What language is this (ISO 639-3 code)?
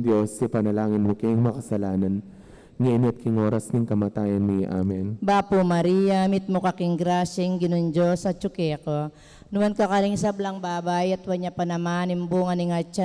pam